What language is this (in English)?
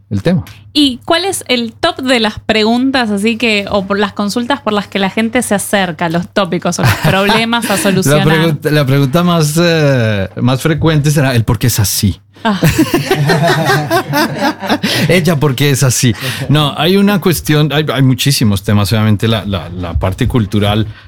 Spanish